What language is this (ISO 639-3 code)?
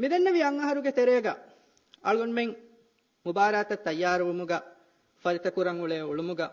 div